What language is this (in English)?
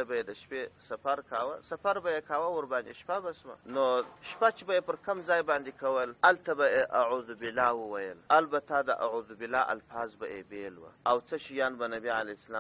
Pashto